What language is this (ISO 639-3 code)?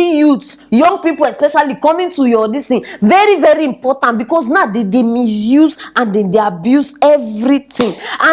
pcm